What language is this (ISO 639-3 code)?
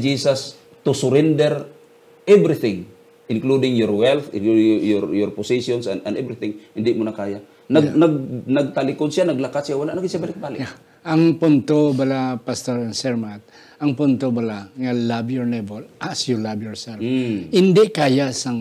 hil